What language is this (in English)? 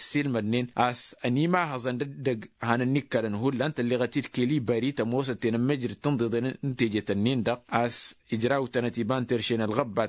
Tamasheq